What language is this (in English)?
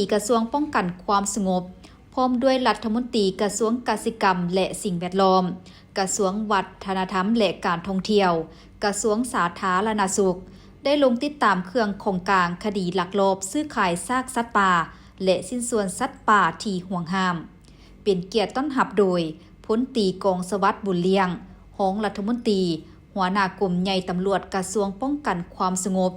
Lao